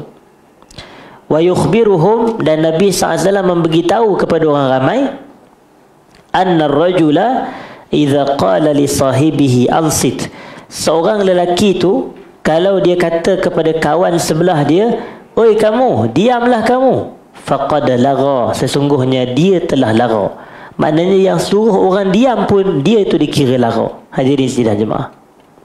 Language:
Malay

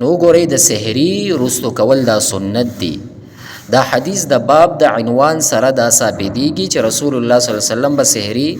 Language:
Pashto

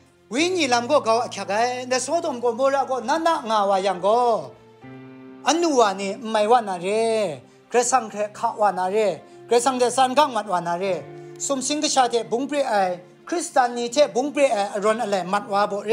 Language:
Kachin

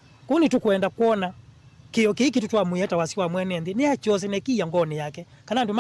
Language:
Kamba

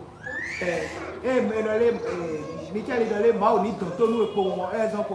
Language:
Fon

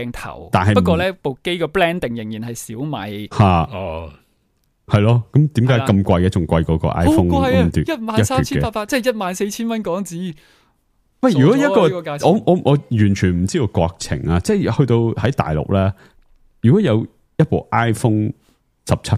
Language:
Cantonese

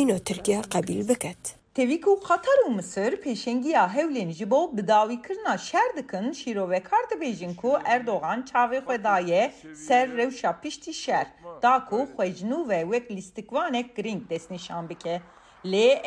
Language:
Kurdish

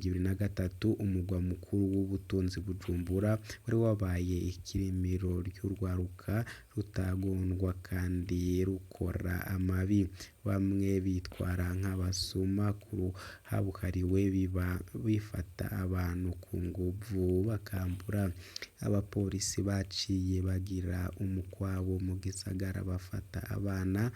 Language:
Rundi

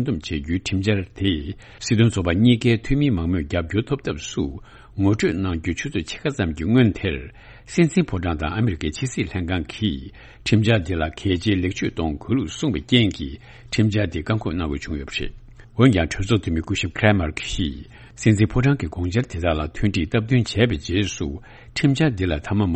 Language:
Tibetan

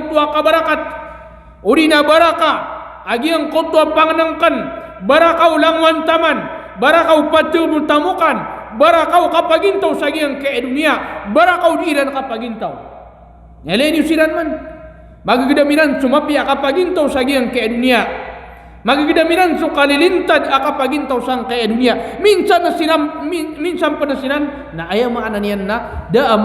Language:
Maranao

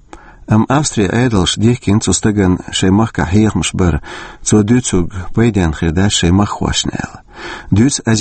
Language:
Chechen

